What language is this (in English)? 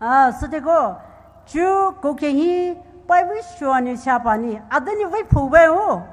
Poumei Naga